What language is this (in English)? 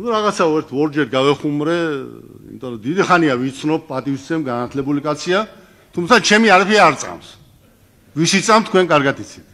Georgian